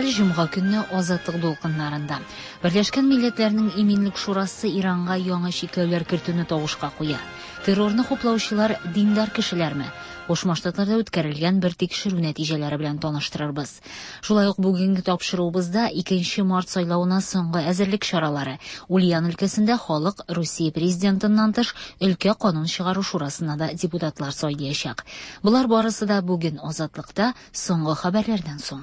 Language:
Tatar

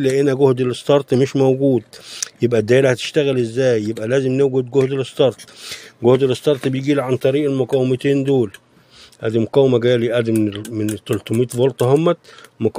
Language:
Egyptian Arabic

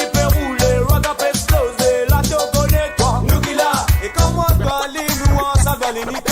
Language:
Morisyen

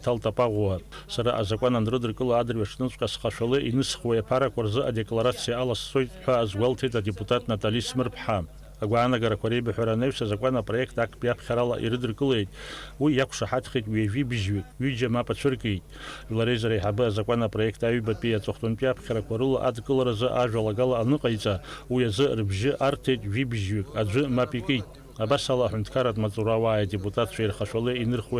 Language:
Abkhazian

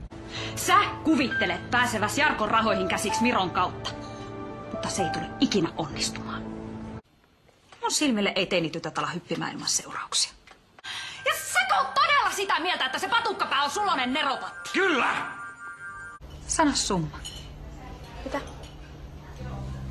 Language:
Finnish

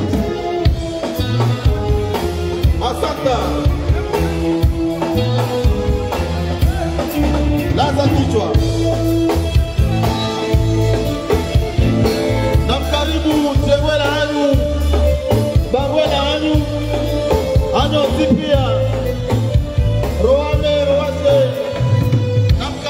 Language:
Swahili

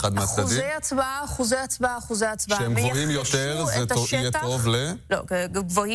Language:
Hebrew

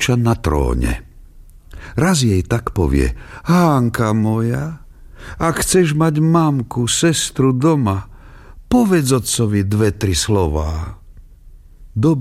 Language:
Slovak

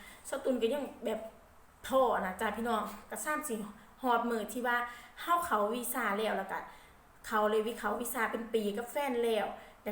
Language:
Lao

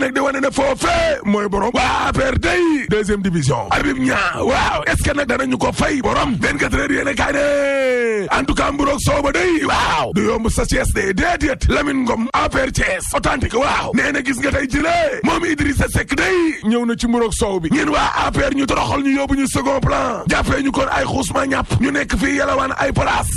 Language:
Wolof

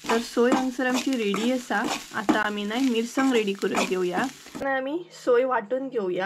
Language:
Konkani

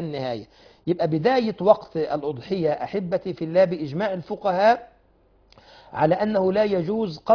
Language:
Arabic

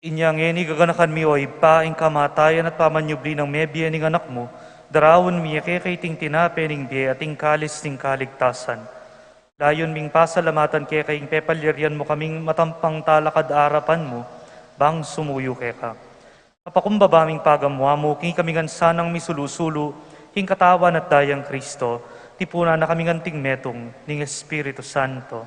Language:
Pampanga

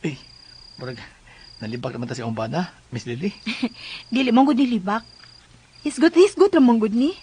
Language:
Cebuano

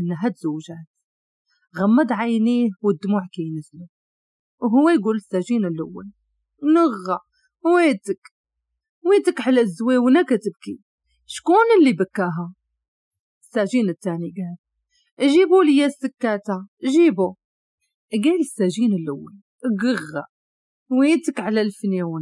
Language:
Moroccan Arabic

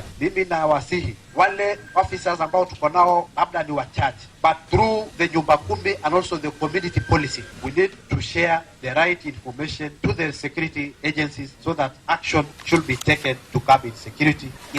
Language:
Luo (Kenya and Tanzania)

